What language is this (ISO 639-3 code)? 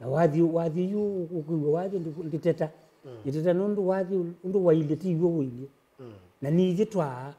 kam